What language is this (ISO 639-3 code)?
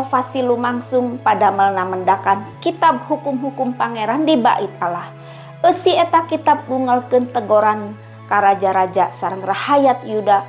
sun